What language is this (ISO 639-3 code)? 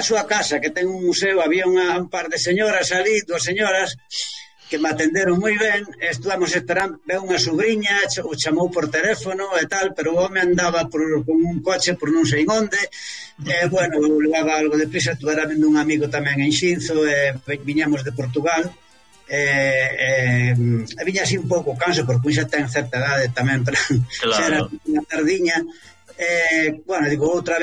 glg